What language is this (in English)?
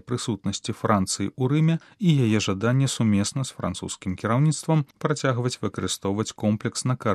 Belarusian